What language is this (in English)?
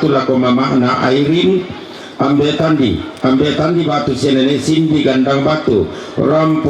Toraja-Sa'dan